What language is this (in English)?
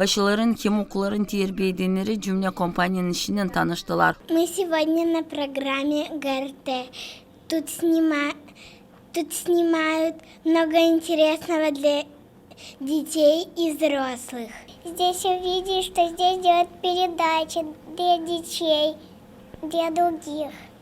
Gagauz